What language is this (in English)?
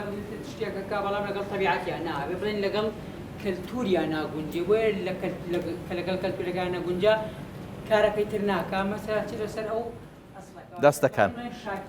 Central Kurdish